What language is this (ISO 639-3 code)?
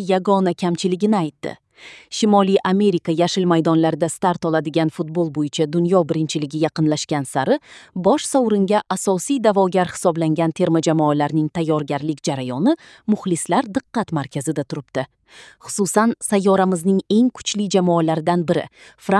kir